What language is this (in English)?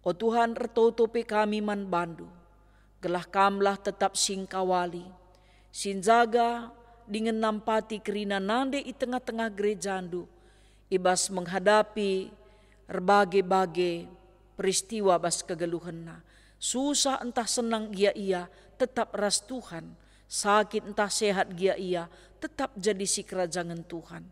Batak Karo